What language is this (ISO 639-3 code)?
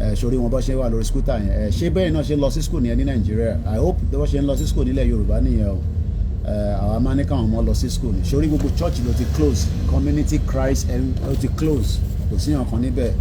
yor